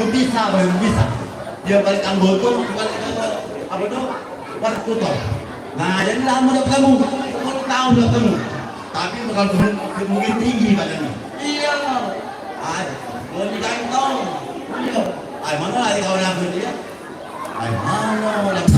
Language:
Musi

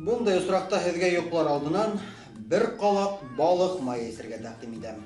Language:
Bashkir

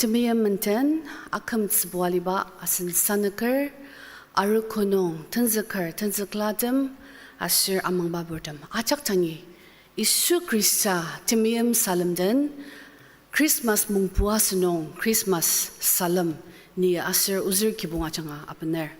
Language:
Ao Naga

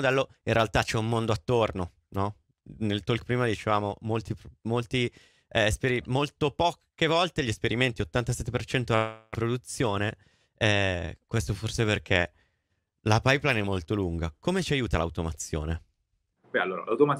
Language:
Italian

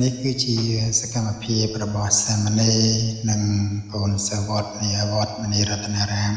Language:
Khmer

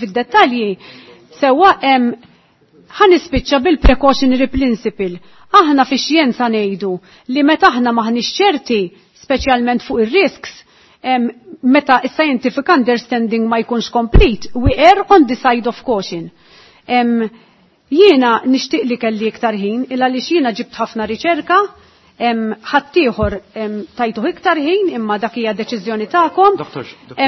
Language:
Maltese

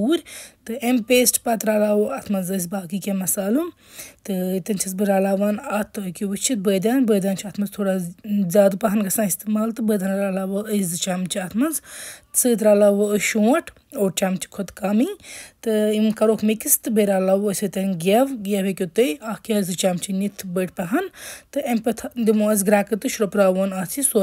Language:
Kashmiri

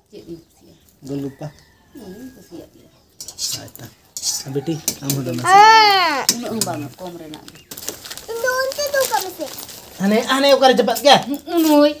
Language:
Santali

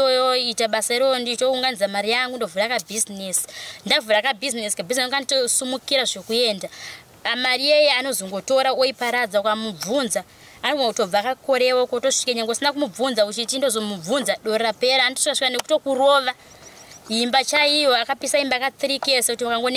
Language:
Shona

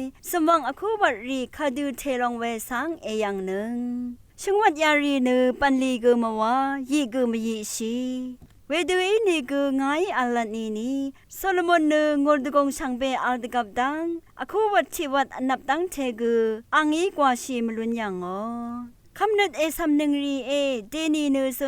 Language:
Rawang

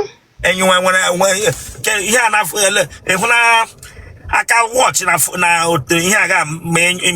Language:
Igbo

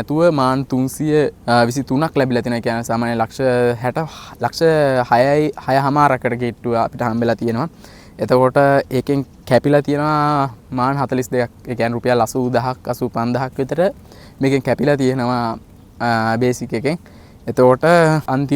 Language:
Sinhala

